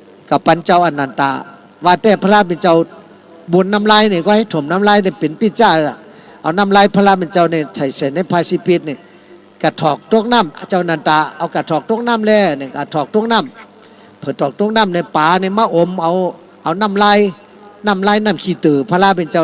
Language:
Shan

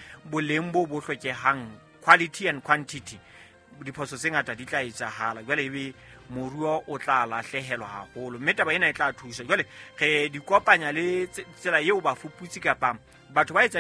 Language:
Southern Sotho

